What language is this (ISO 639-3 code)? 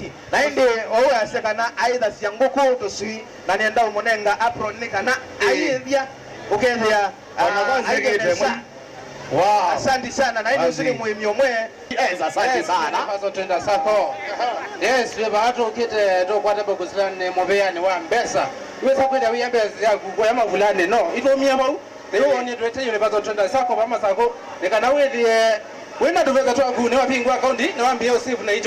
kam